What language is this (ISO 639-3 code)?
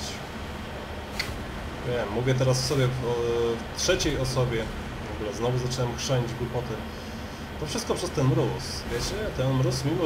pol